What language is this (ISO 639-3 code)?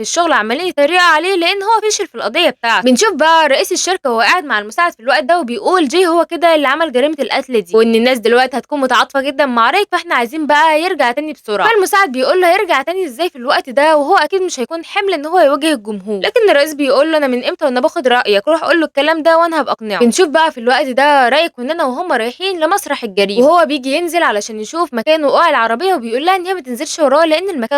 arz